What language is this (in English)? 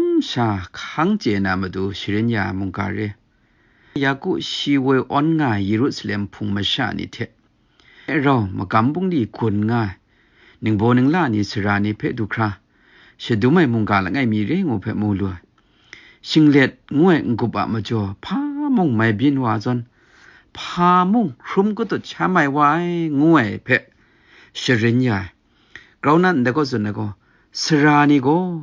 Kachin